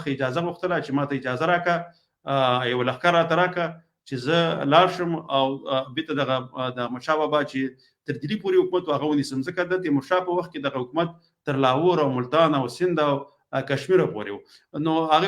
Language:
Pashto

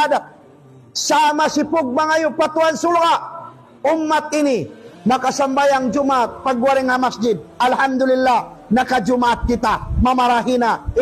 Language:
Tausug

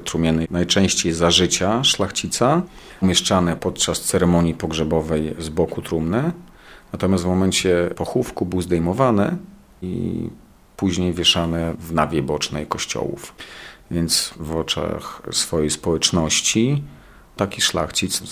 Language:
Polish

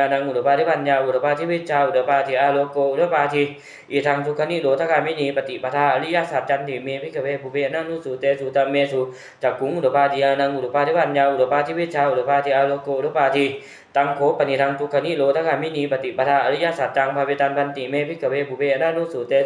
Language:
Pali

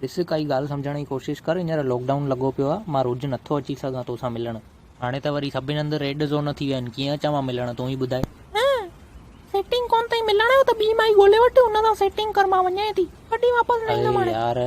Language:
Sindhi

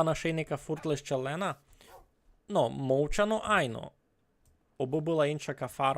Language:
Rusyn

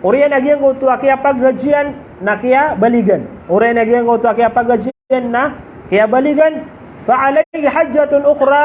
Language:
Maranao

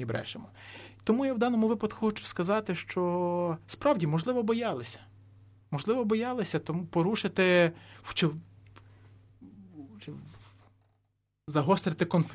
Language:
Ukrainian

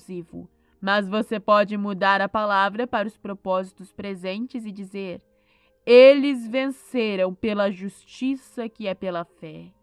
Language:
Portuguese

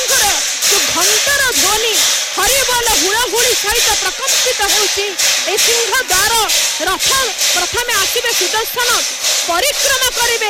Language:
Odia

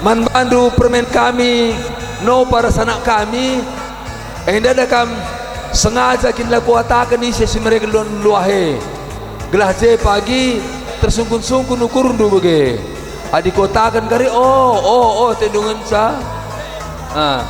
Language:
Batak Karo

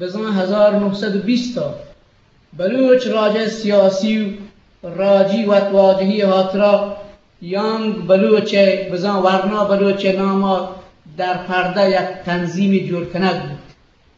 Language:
Eastern Balochi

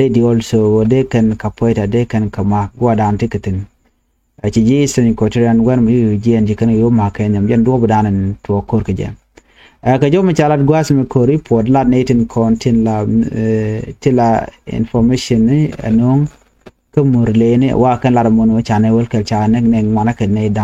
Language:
Nuer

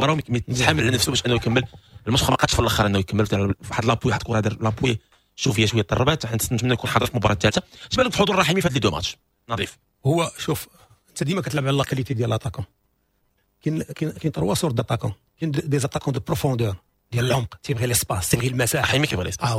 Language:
Moroccan Arabic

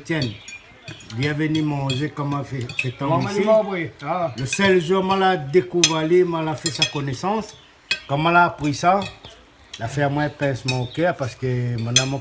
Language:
Réunion Creole French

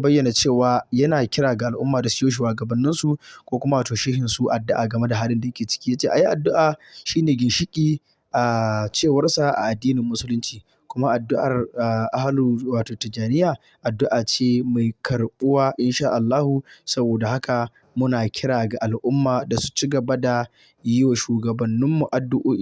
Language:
Hausa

